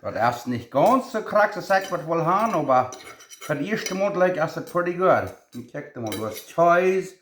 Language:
Plautdietsch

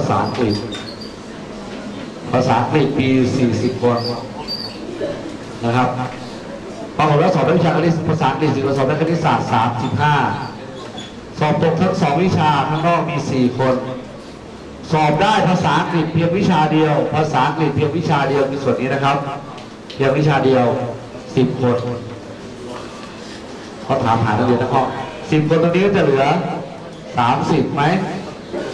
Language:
Thai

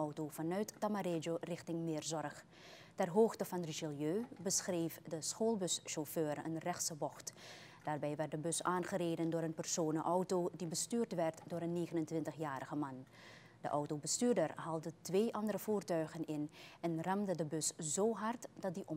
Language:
Dutch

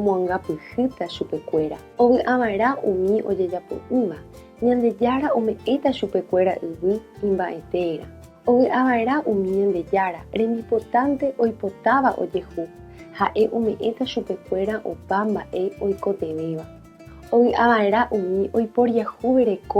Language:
Guarani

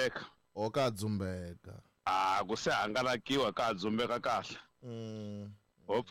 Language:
Tsonga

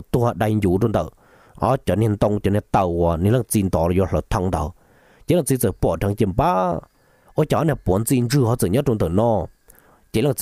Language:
Vietnamese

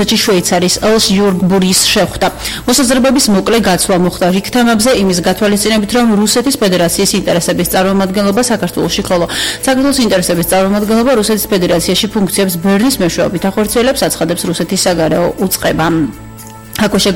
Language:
Georgian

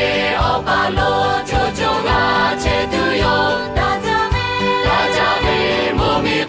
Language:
Lahu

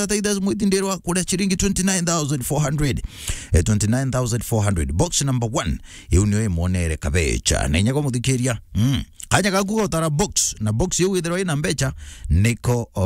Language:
Meru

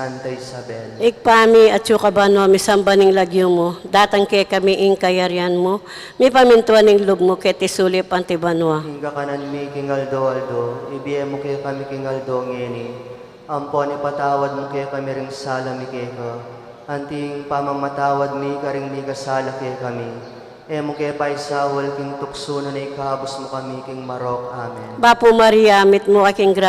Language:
Pampanga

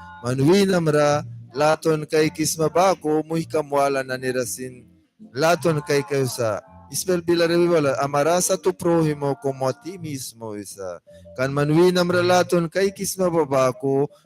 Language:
Mískito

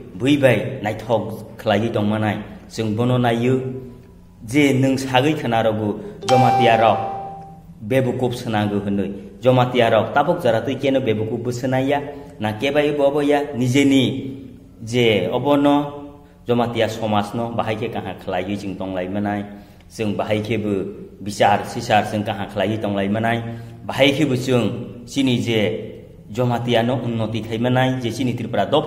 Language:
Kok Borok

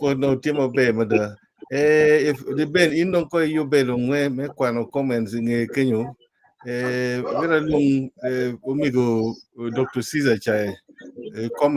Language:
Acoli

